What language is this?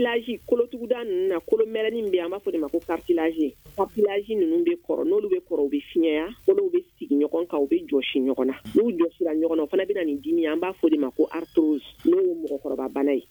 Bambara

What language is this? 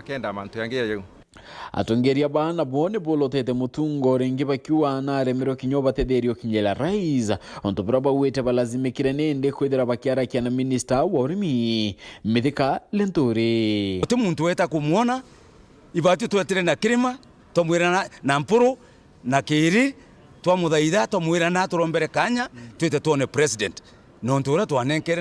Meru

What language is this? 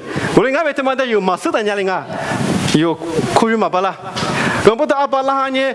Lisu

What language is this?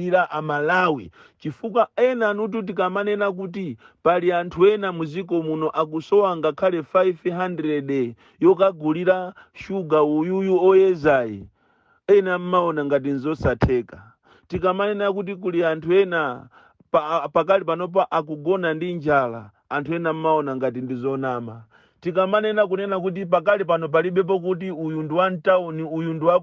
Nyanja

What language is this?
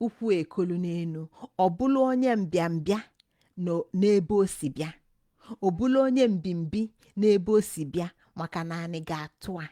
Igbo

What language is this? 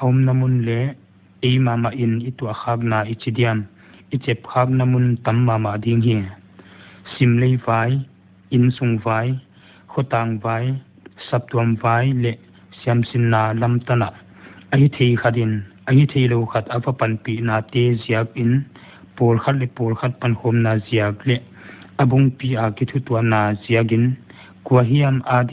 Paite Chin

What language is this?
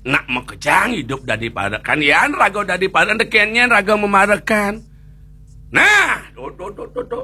Balinese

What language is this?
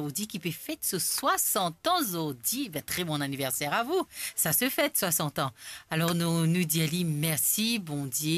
Morisyen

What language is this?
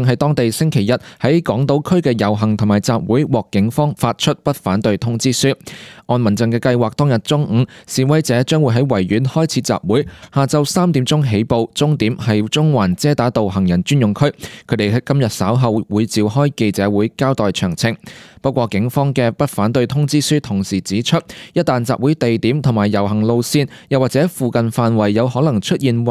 Cantonese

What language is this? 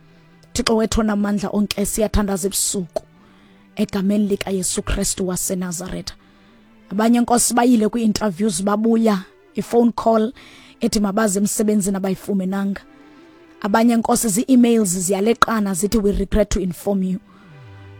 Xhosa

